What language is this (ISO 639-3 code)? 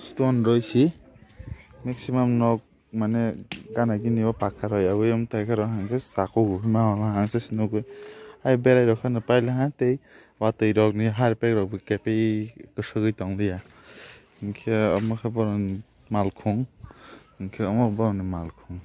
trp